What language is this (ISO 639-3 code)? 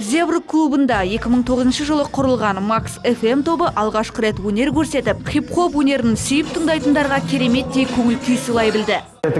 kaz